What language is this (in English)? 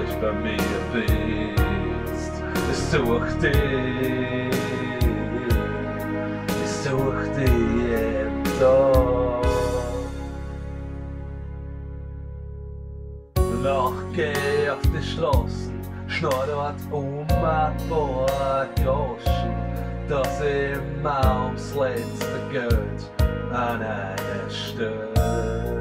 German